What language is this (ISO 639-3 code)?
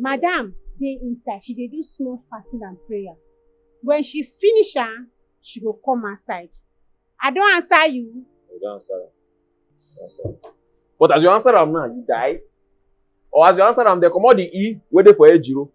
pcm